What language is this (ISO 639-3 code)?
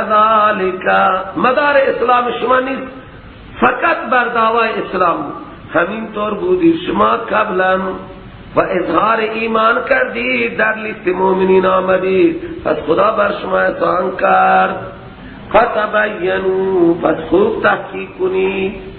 fas